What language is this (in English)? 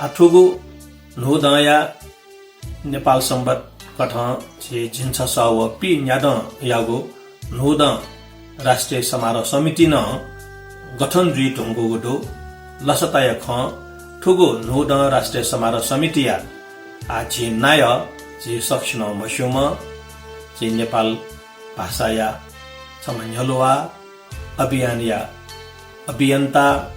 Newari